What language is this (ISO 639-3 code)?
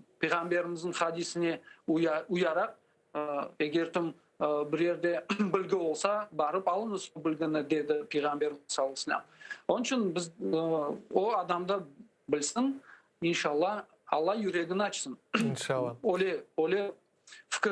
crh